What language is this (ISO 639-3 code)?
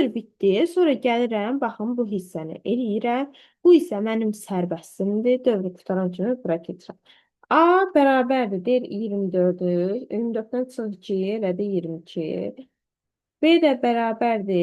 aze